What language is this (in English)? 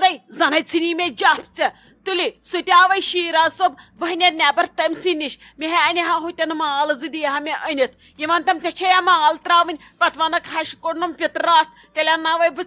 Kashmiri